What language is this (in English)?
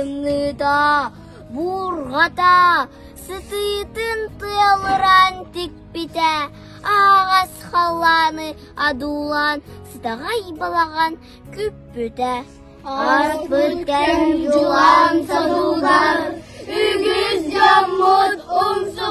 Yakut